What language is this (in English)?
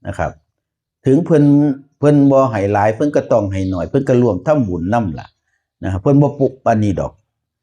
Northeastern Thai